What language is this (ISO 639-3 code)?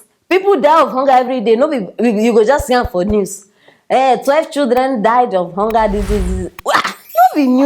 pcm